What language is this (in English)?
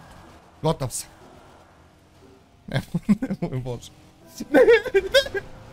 Bosnian